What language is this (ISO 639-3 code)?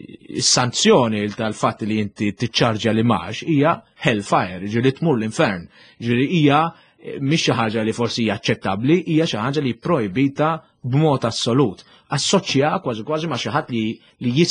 mlt